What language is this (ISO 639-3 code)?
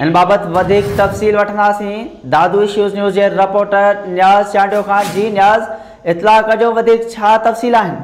snd